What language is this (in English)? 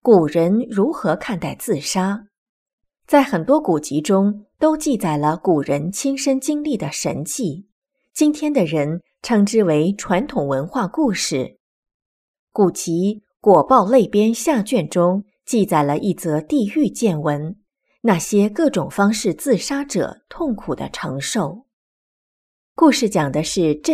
Chinese